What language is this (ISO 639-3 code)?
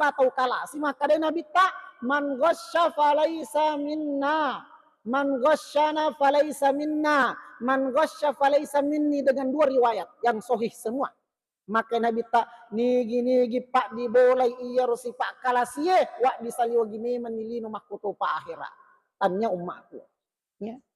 bug